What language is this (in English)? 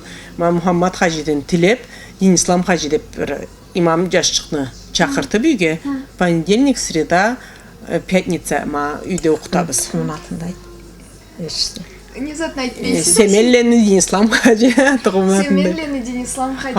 Karachay-Balkar